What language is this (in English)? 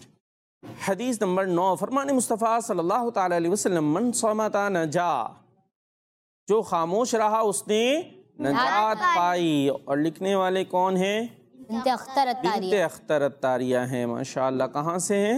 Urdu